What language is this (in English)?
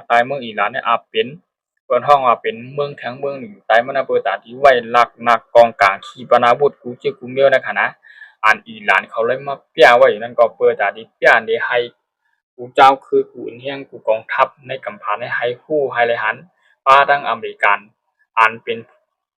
Shan